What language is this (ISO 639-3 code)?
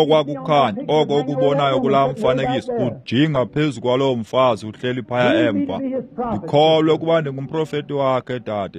xho